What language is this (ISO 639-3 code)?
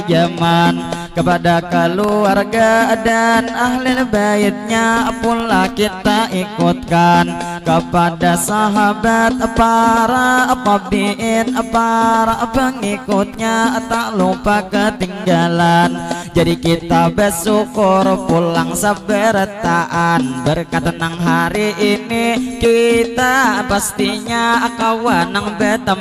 bjn